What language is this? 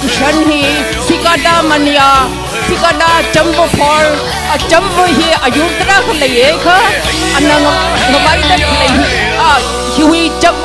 Tangkhul Naga (India)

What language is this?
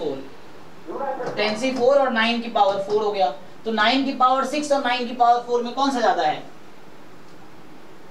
Hindi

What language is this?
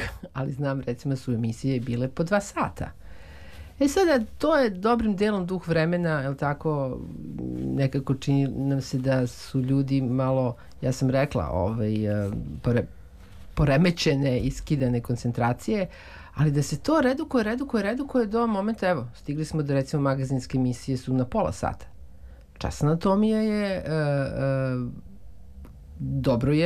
Serbian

